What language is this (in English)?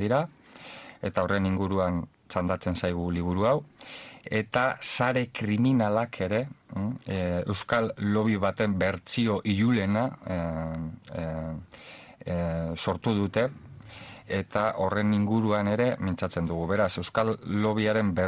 Basque